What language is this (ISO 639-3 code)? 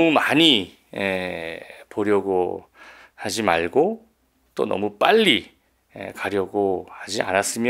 kor